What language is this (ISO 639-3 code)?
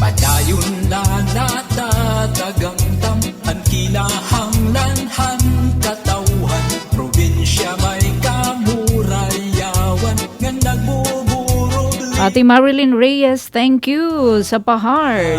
war